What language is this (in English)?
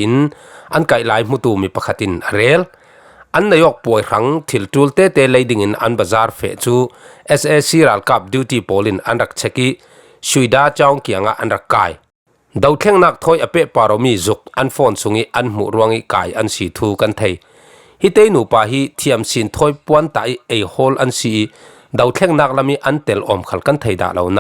Falam Chin